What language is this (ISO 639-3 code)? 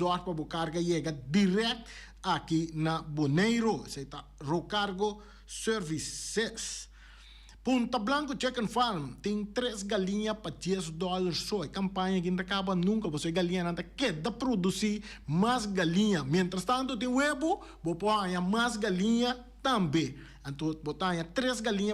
pap